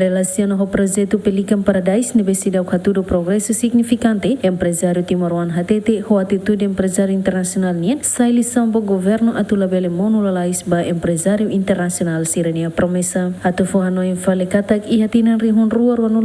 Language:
Tetum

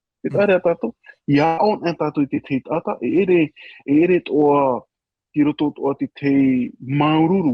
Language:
Tahitian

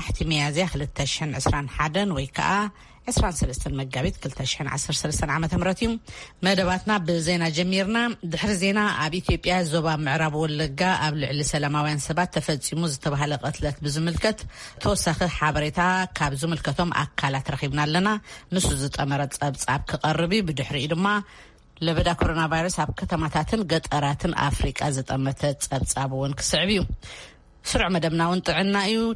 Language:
Tigrinya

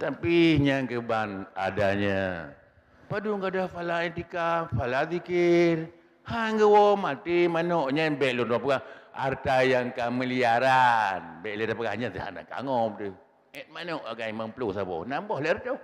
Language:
Achinese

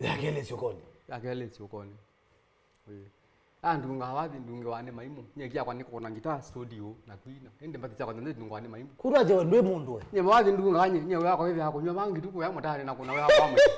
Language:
Kamba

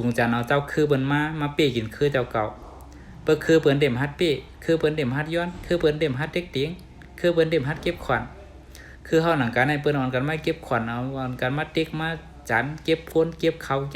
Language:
Shan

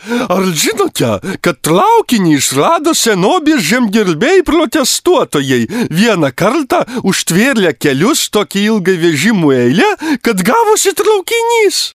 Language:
Lithuanian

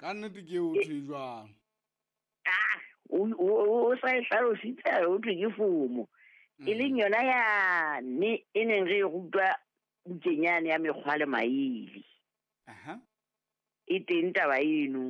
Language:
Southern Sotho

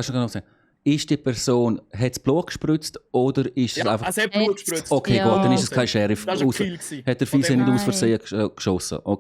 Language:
Swiss German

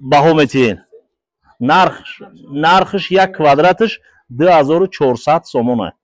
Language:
Tajik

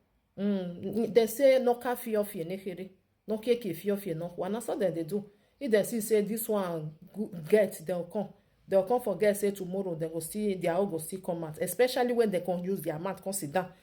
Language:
Nigerian Pidgin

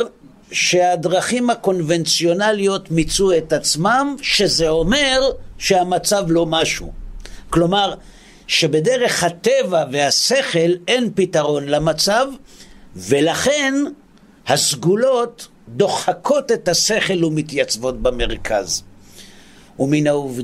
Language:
Hebrew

